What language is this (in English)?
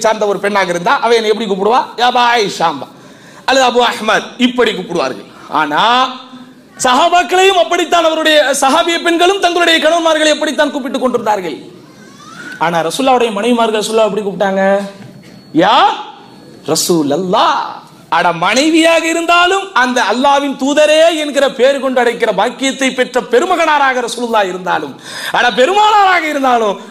Tamil